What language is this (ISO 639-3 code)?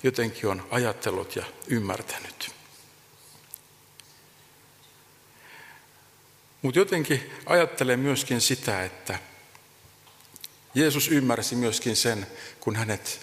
fin